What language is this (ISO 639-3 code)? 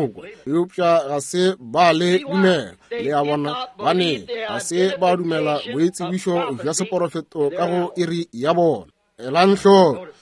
nso